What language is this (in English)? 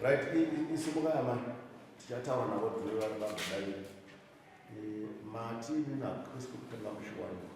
Shona